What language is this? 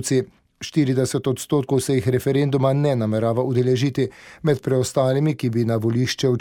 Slovenian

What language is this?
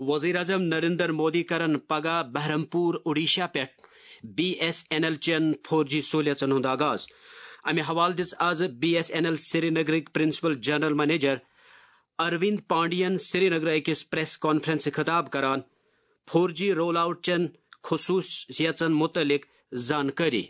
Kashmiri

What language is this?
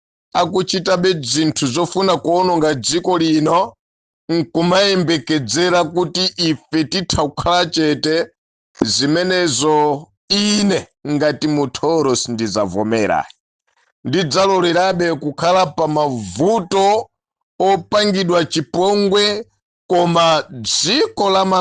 Nyanja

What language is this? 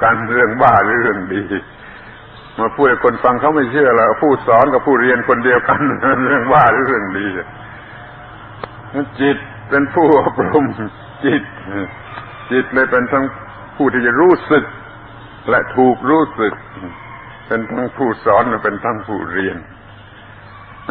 Thai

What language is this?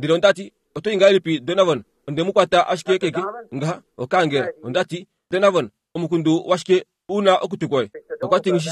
Kuanyama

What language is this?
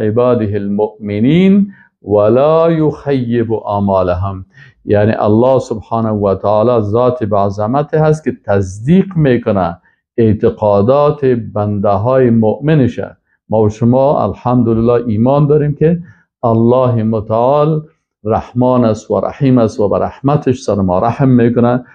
Persian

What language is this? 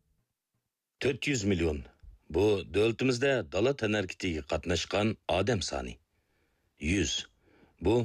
Uyghur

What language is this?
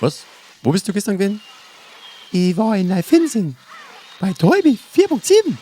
Bavarian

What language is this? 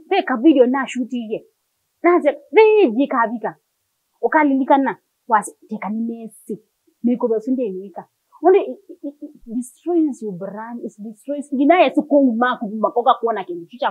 Kamba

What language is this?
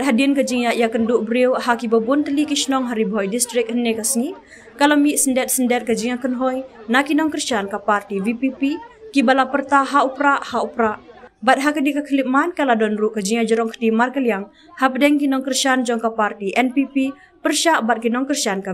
Khasi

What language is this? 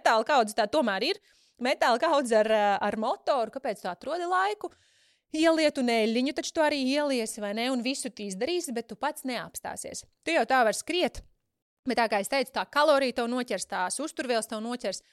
Latvian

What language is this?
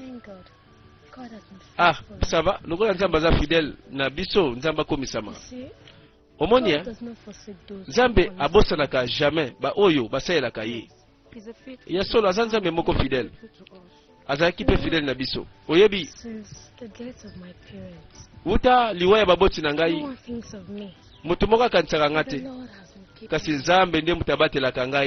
Lingala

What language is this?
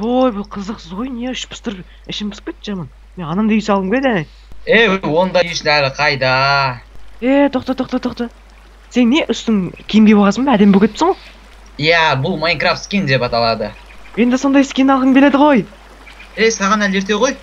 Kazakh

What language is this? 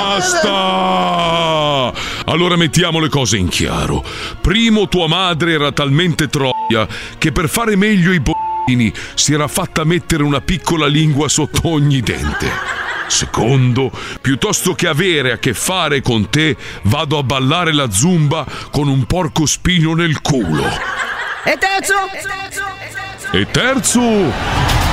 Italian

